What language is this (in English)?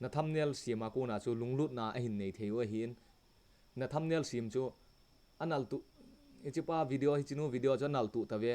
Thado Chin